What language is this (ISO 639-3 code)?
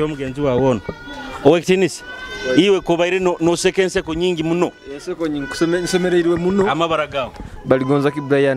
nyo